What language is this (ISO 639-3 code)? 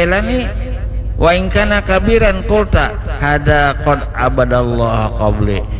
bjn